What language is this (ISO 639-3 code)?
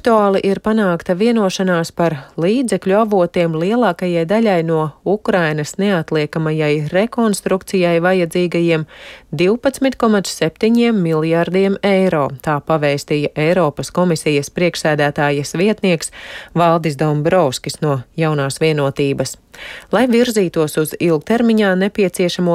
lav